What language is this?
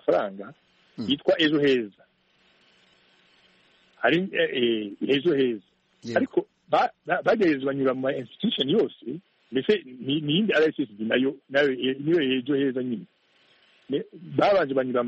Kinyarwanda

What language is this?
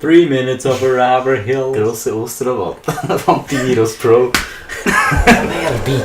Swiss German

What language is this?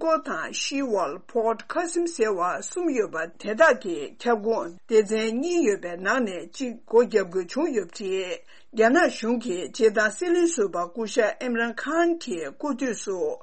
Tibetan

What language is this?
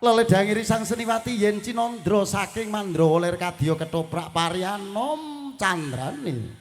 Javanese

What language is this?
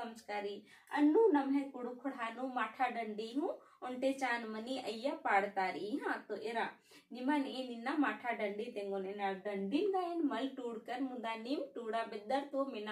Kurukh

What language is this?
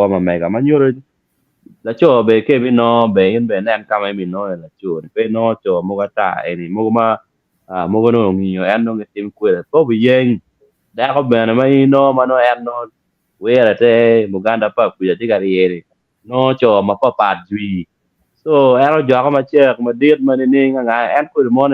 Acoli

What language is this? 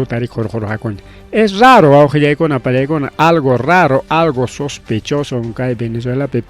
Ayacucho Quechua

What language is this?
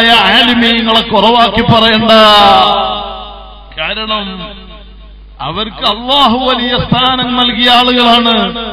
Malayalam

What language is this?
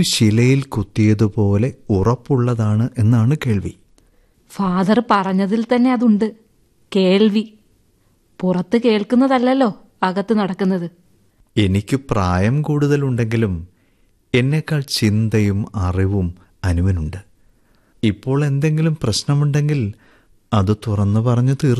Malayalam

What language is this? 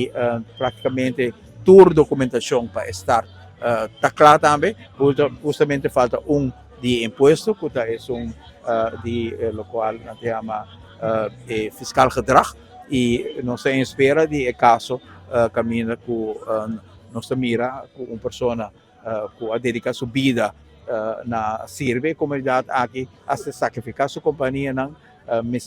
Papiamento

